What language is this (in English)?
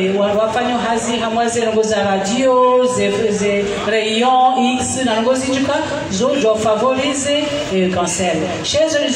Swahili